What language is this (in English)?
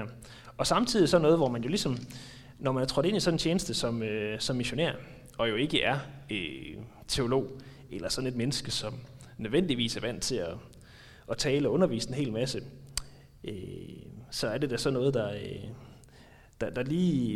Danish